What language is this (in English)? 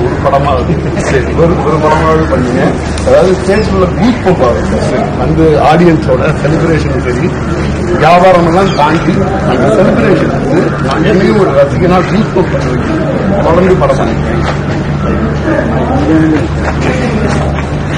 Tamil